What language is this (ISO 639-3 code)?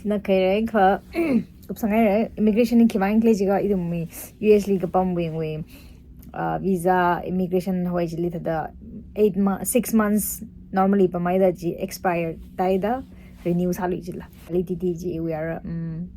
nmf